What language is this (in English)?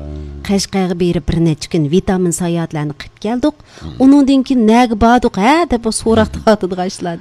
Uyghur